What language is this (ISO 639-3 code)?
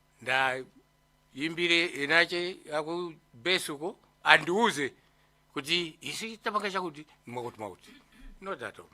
nya